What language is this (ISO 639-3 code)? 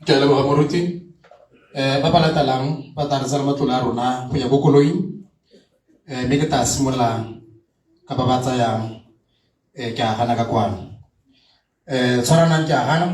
tsn